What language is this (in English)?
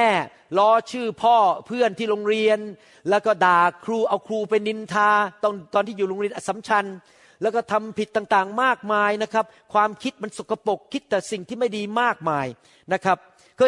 Thai